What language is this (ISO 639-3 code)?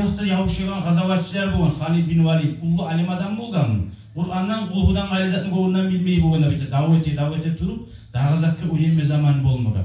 kum